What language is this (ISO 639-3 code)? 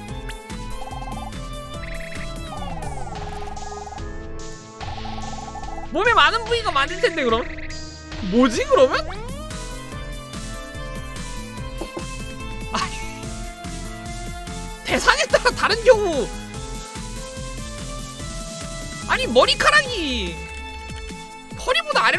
kor